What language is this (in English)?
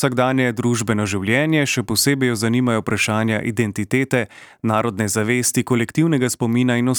Slovenian